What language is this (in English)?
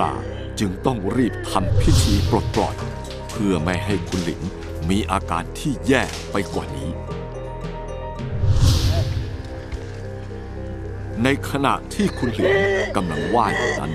Thai